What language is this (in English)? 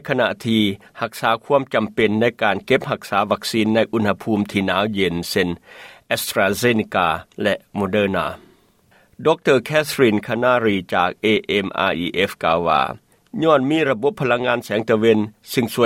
Lao